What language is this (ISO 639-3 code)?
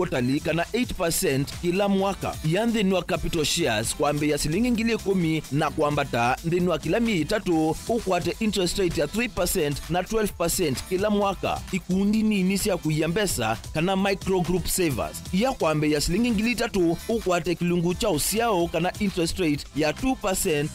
kam